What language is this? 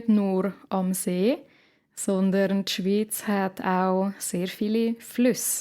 Swiss German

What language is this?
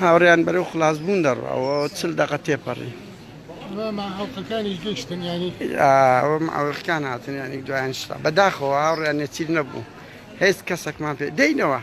Central Kurdish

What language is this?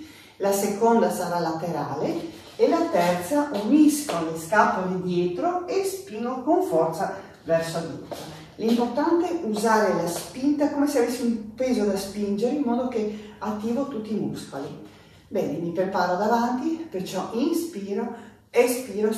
Italian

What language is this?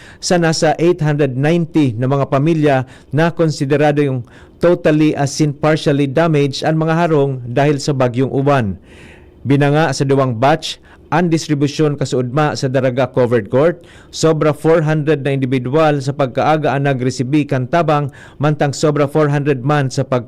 Bikol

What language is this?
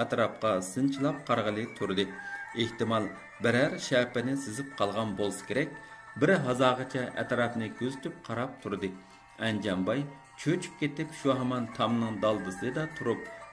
Uyghur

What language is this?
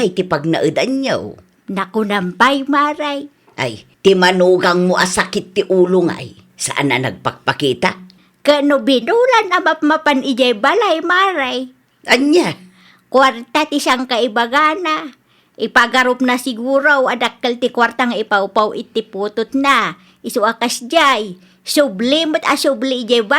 Iloko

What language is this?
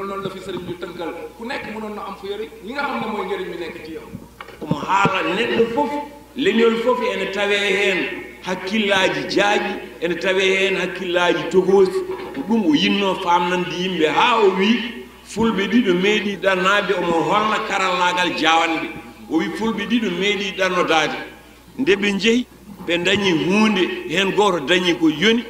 Fula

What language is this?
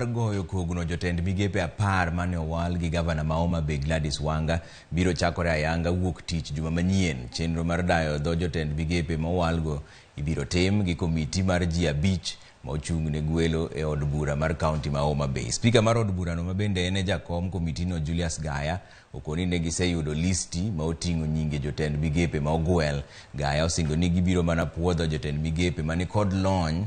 Luo (Kenya and Tanzania)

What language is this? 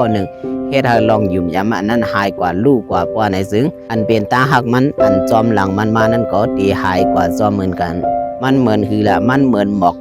Shan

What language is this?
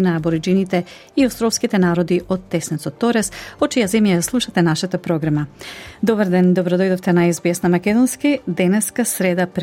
Macedonian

